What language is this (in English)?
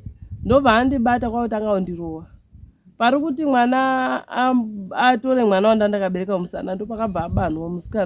Shona